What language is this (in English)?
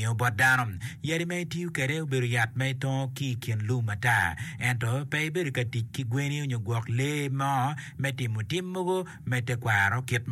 Acoli